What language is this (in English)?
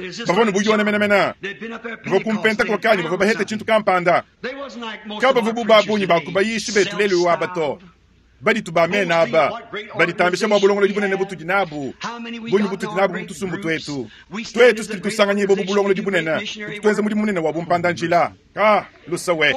Luba-Lulua